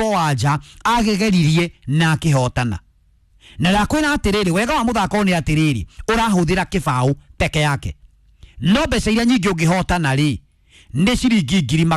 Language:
Kikuyu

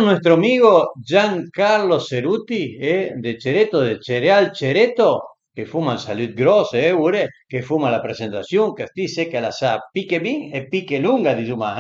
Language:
Piedmontese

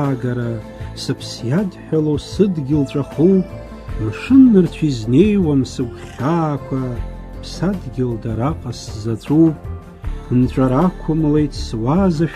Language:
Abkhazian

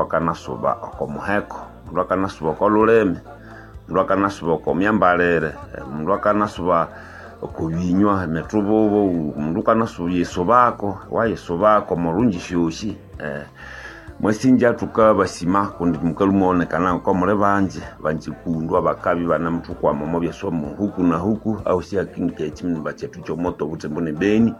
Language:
Nande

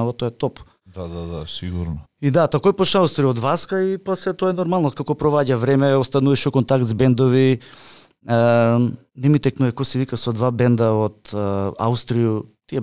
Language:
Macedonian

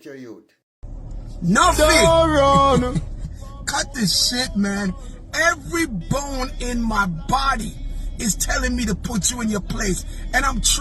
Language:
Jamaican Creole English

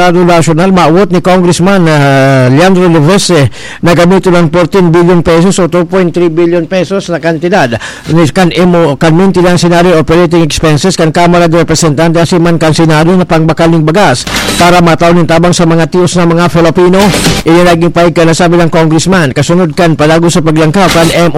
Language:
Bikol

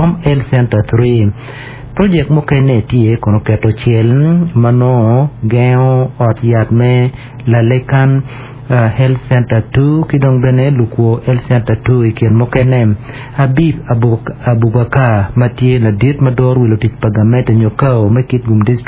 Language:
Acoli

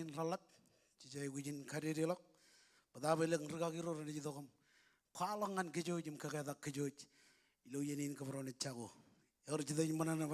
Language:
Marshallese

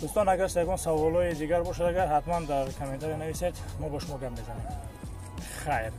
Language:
Tajik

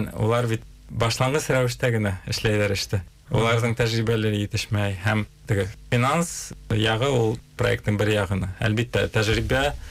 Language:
Bashkir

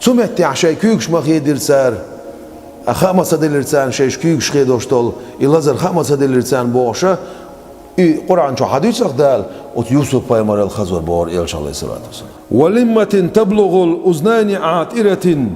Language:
Chechen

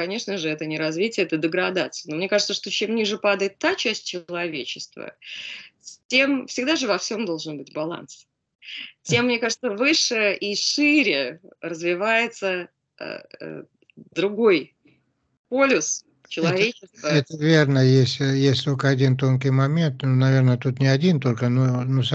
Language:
Russian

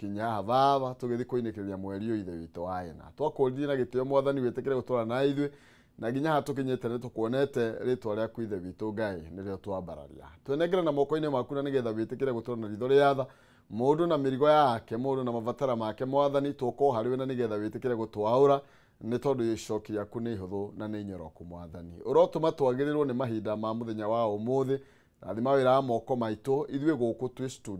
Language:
Kikuyu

